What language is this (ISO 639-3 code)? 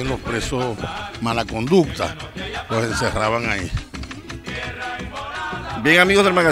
spa